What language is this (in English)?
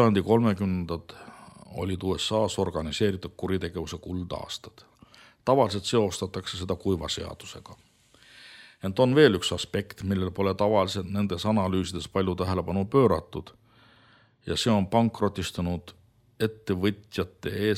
Estonian